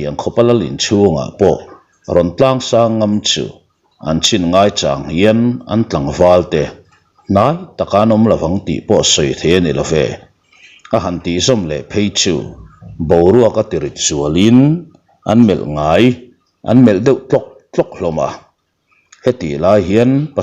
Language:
Mizo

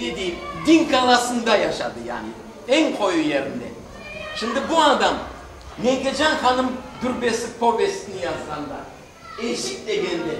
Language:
Crimean Tatar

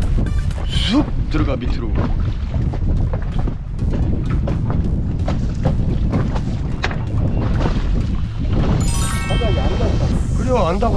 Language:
Korean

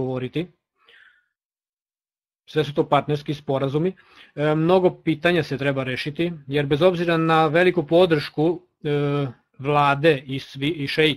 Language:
Serbian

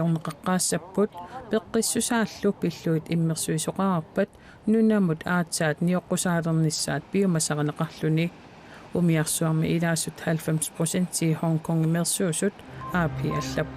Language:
Kalaallisut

